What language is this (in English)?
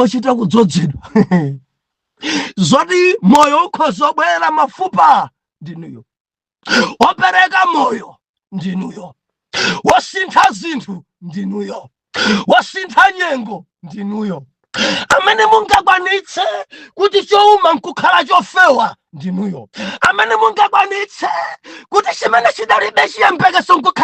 Nyanja